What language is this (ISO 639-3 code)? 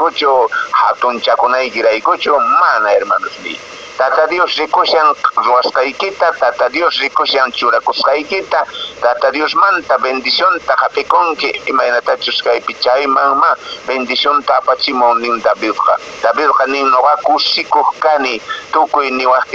que